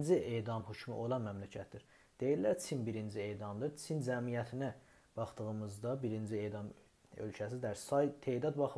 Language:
South Azerbaijani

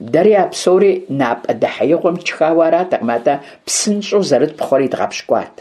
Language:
Kabardian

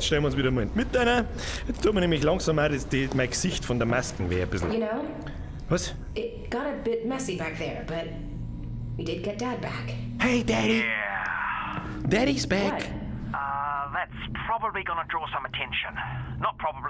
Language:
Bavarian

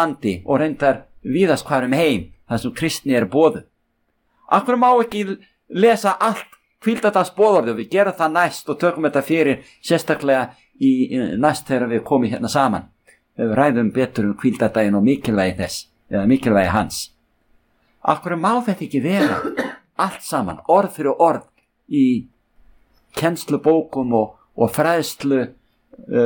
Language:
Icelandic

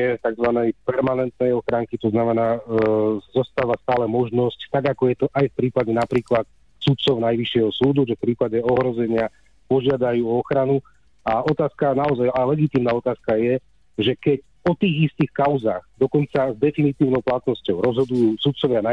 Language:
Slovak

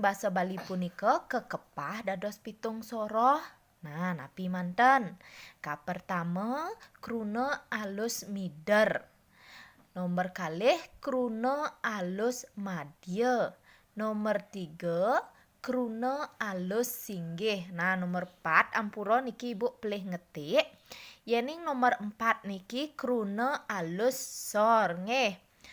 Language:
Balinese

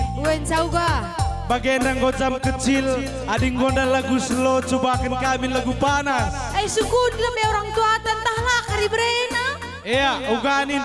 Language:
Batak Karo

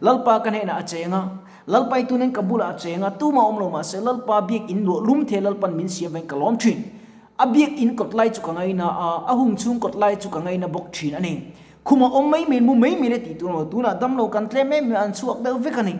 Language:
Mizo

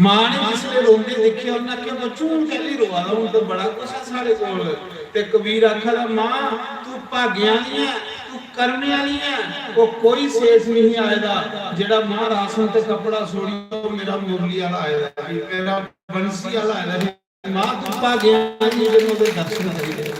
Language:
Dogri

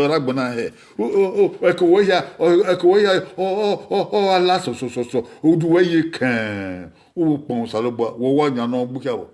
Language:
Bini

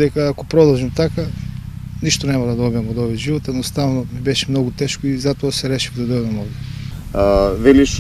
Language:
Macedonian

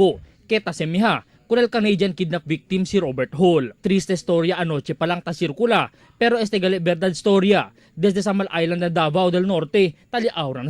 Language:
Chavacano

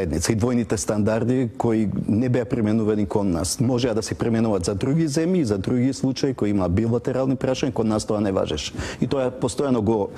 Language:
Macedonian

